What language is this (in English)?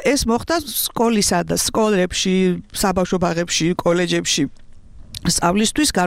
Georgian